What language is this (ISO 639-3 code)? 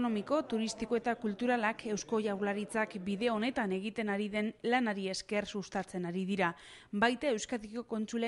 eus